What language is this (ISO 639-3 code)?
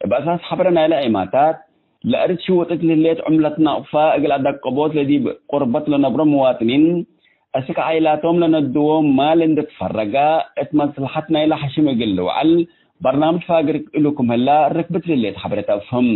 tig